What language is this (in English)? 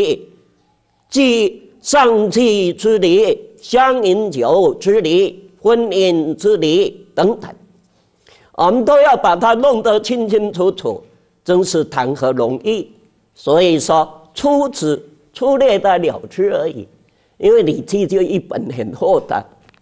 Chinese